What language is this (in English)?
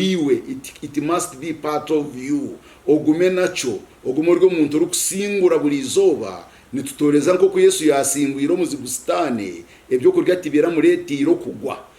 Nyankole